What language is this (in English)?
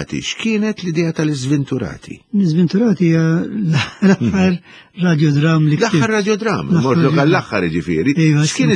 Maltese